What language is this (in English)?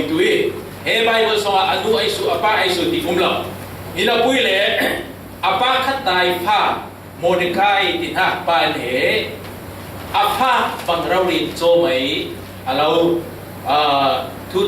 Falam Chin